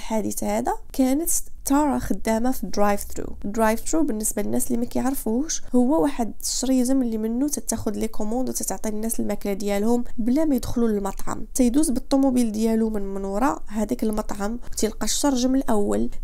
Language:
Moroccan Arabic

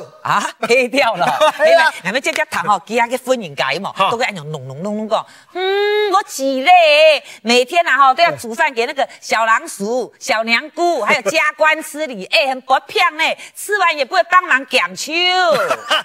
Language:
Hakka Chinese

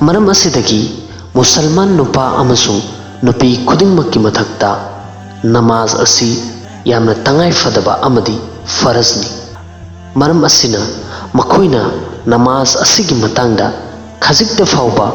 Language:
Manipuri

